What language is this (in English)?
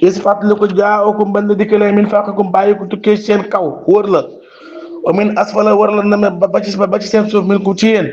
Wolof